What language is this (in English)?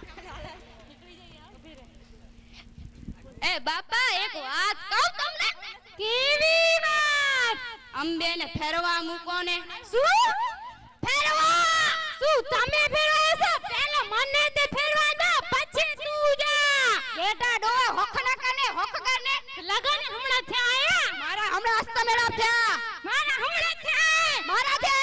Gujarati